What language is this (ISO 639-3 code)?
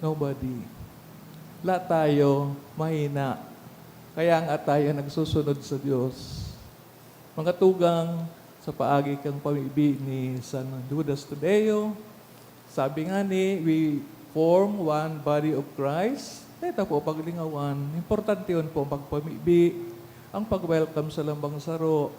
bik